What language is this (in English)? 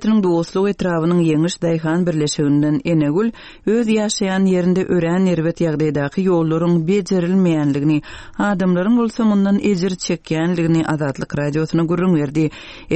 Turkmen